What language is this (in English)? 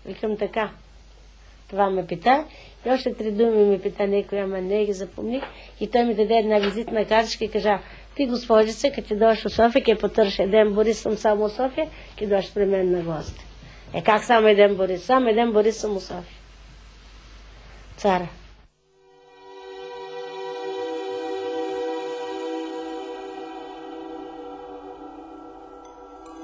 Bulgarian